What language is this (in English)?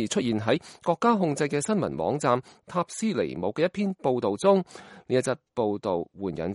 Cantonese